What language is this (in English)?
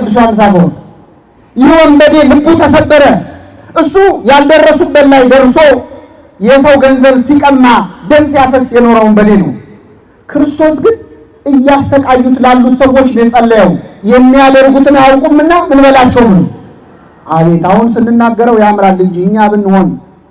Amharic